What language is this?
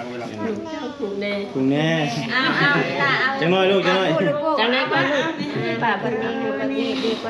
Northeastern Thai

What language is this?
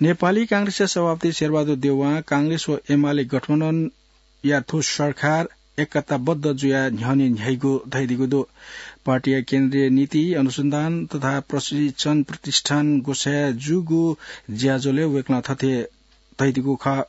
Newari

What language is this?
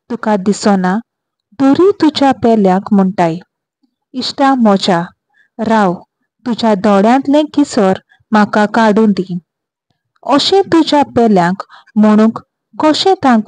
Konkani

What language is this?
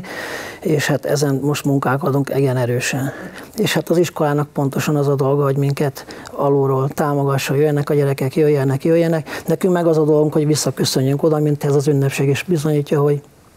Hungarian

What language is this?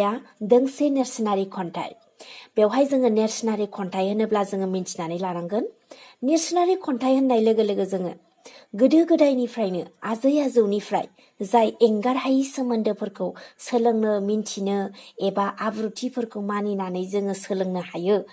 Bodo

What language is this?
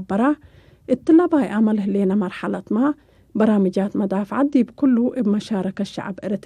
Tigre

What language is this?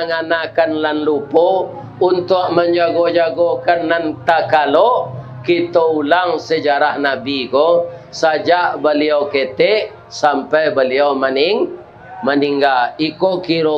Minangkabau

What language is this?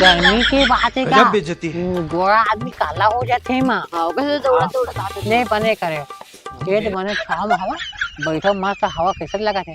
Chhattisgarhi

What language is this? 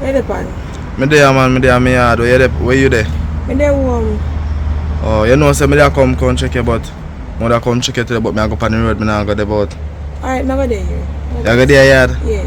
Jamaican Creole English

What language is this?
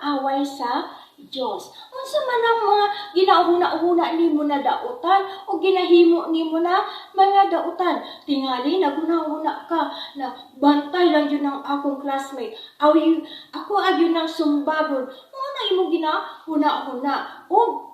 Cebuano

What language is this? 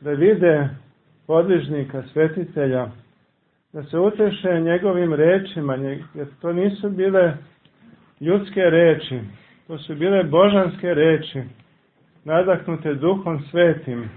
Serbian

